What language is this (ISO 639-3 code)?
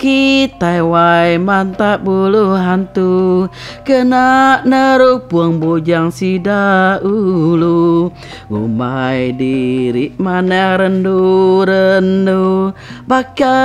iba